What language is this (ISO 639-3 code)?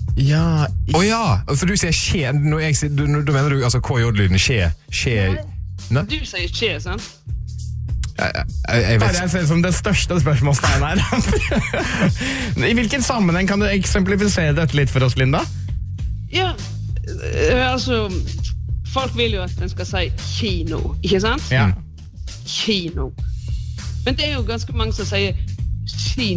nor